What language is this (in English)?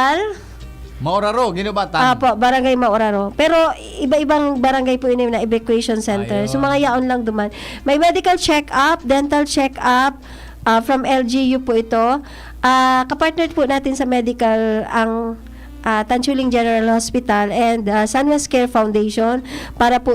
Bikol